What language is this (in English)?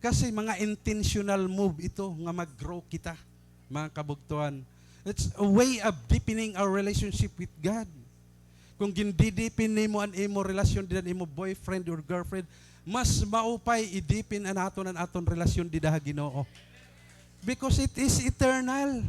Waray